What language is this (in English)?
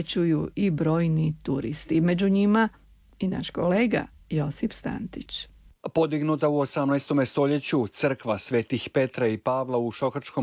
Croatian